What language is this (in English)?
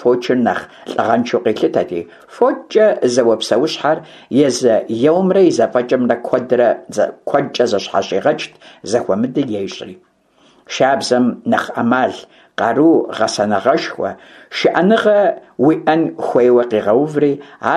Kabardian